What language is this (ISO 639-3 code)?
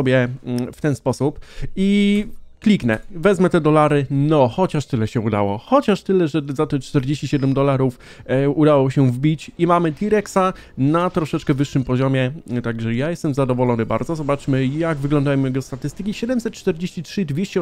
pol